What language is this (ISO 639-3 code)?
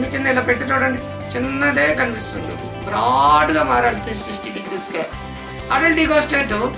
tel